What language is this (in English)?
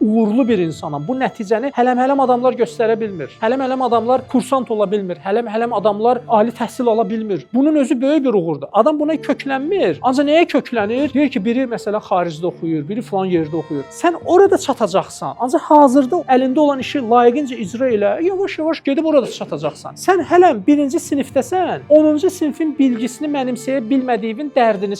Azerbaijani